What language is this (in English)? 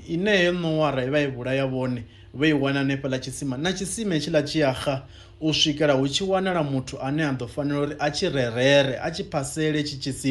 Venda